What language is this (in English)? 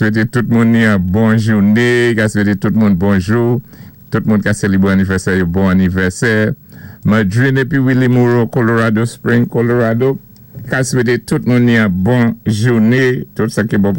Saint Lucian Creole French